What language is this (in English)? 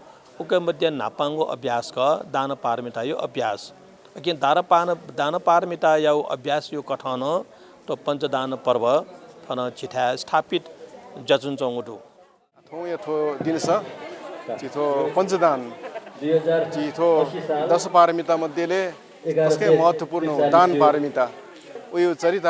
Newari